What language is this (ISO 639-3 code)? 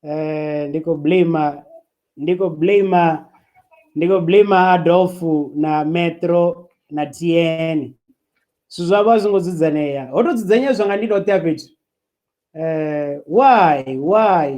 ven